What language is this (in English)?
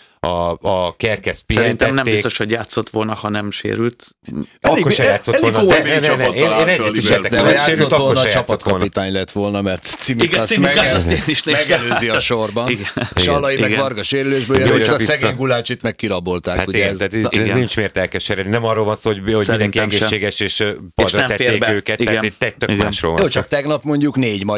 Hungarian